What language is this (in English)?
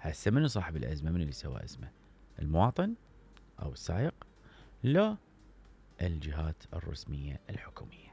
Mesopotamian Arabic